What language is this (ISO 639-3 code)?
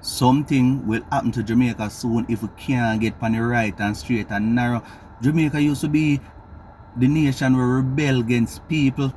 jam